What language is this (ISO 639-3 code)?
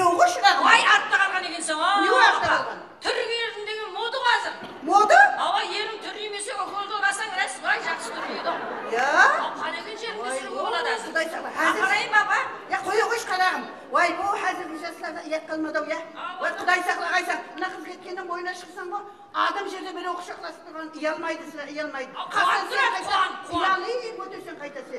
kaa